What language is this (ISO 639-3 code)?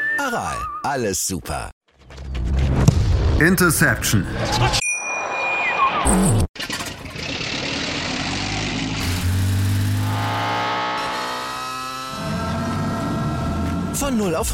deu